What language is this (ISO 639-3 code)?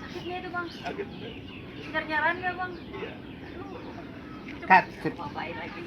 bew